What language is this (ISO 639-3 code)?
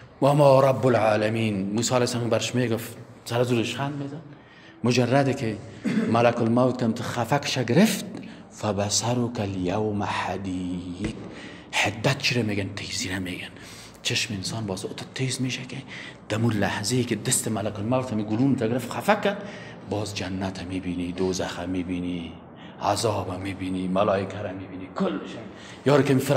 fas